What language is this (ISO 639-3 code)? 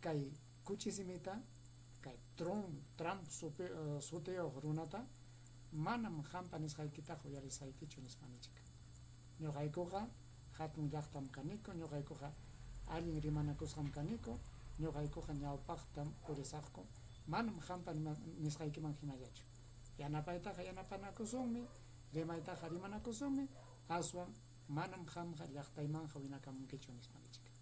quy